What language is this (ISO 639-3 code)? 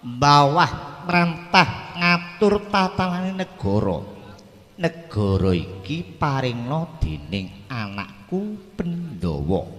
jav